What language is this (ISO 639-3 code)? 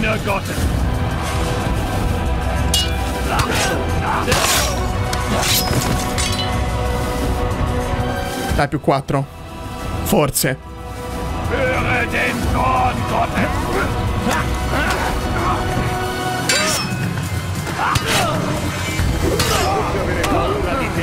ita